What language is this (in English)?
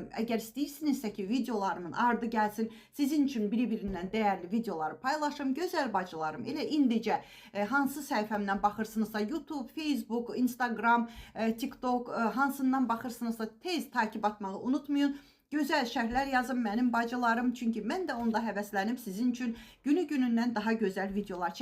Azerbaijani